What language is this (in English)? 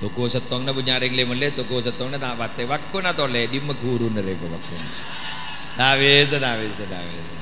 Madurese